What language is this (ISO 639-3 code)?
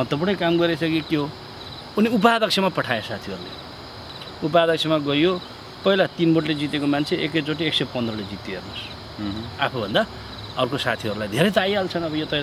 nep